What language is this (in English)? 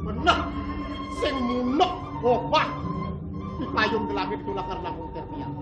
Balinese